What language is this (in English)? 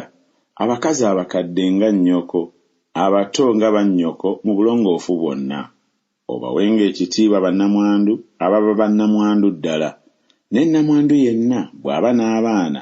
Ganda